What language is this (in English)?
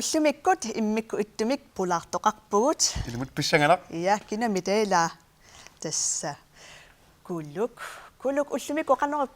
Kalaallisut